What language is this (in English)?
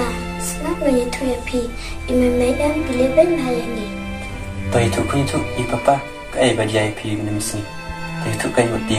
Khasi